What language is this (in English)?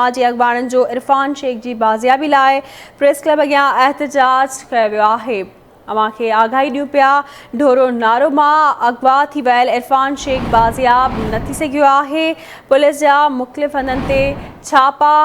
Sindhi